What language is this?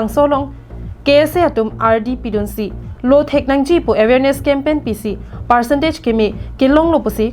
Karbi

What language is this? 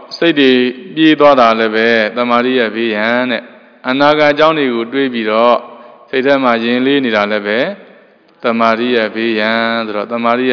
Burmese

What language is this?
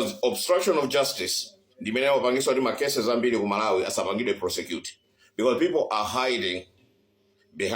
Nyanja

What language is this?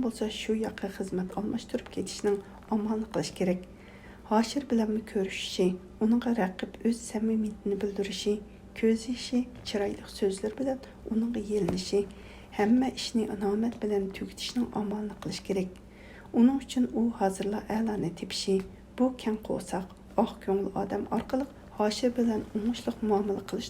Uyghur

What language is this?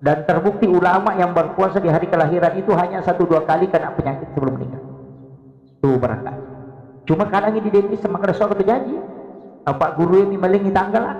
Buginese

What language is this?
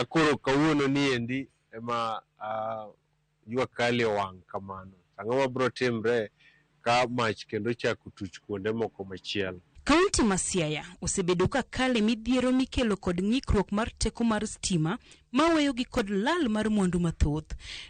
Luo (Kenya and Tanzania)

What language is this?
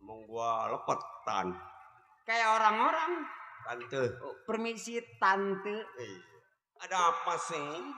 Betawi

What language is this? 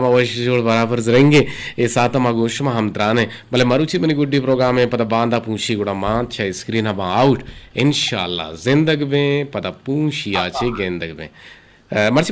Eastern Balochi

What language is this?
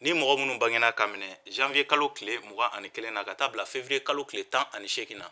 Bambara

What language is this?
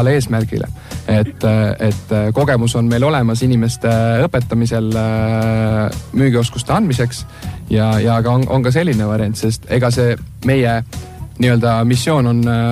Estonian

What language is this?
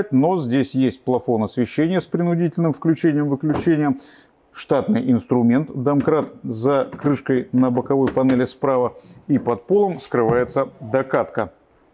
Russian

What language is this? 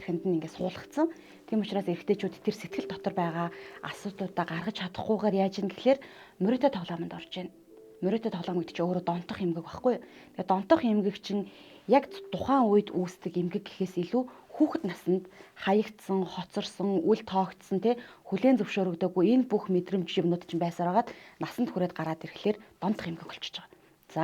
Mongolian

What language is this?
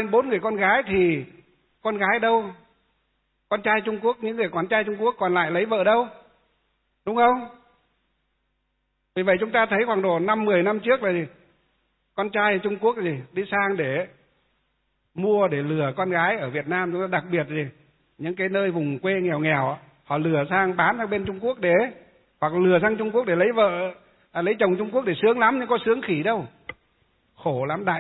Vietnamese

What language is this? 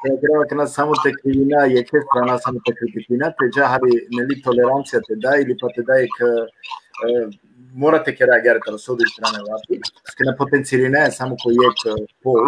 Balkan Romani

